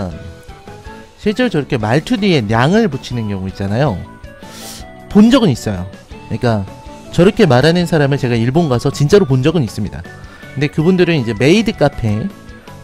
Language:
Korean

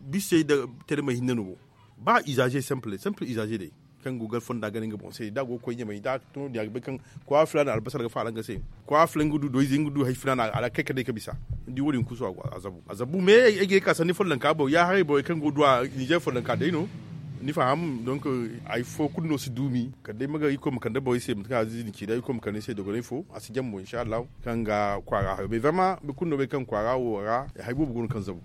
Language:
Zarma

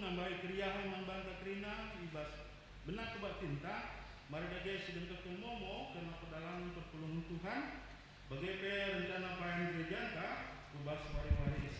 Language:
Batak Karo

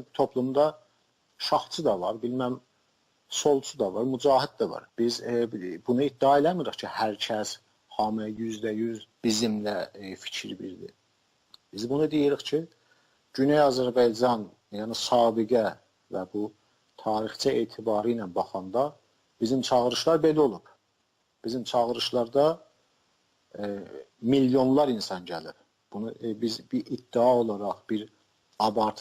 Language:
South Azerbaijani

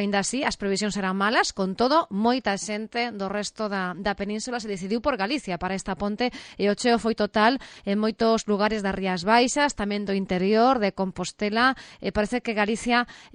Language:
Galician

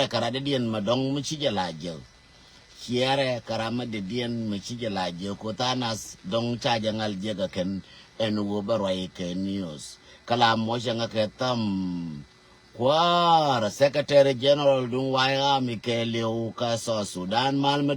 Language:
Nuer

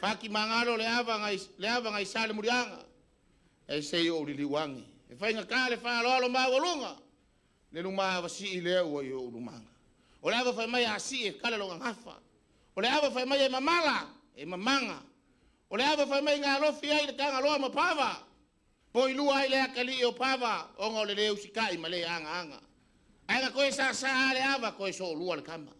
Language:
Samoan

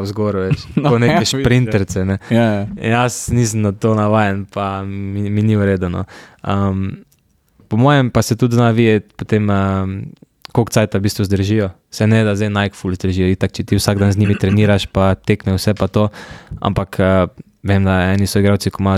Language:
Slovenian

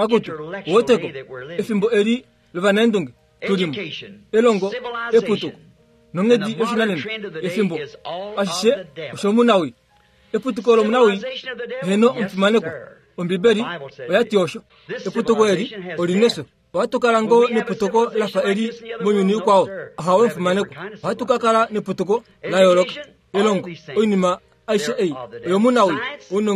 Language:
Kuanyama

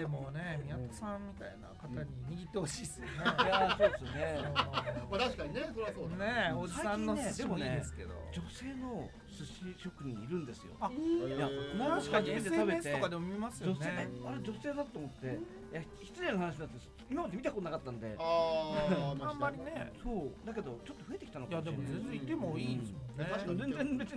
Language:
Japanese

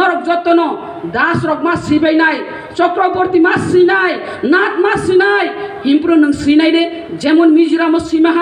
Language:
Kok Borok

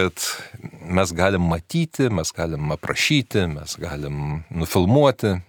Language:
Lithuanian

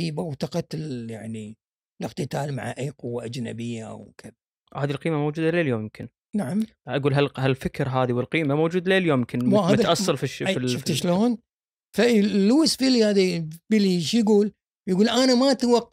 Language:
Gulf Arabic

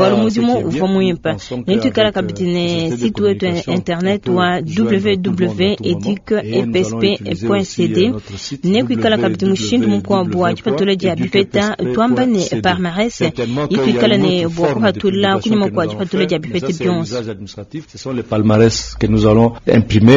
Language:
Luba-Lulua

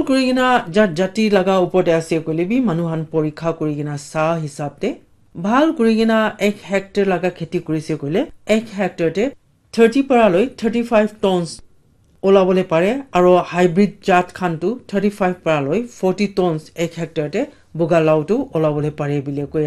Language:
Naga Pidgin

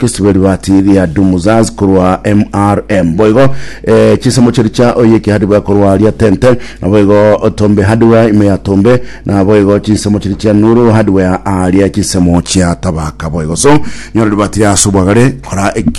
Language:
Gusii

